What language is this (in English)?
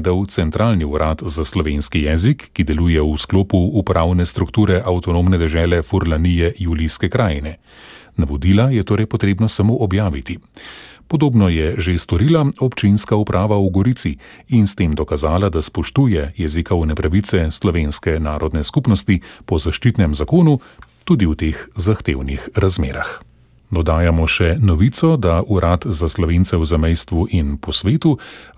Slovenian